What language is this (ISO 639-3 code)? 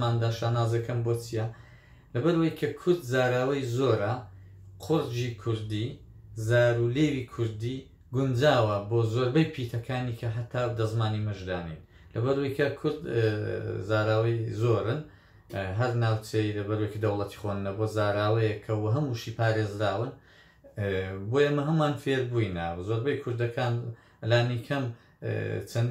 ckb